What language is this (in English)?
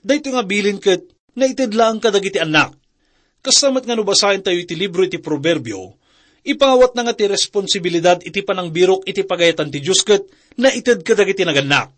Iloko